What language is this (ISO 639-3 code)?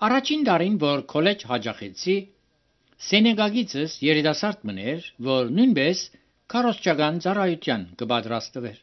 hye